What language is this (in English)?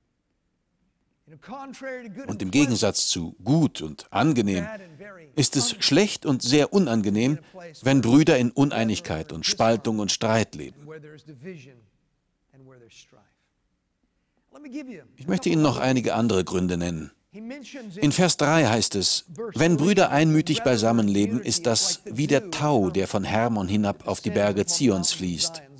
German